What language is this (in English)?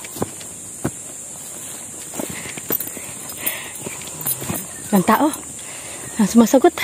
Filipino